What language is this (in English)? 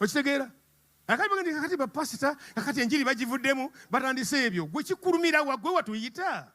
Ganda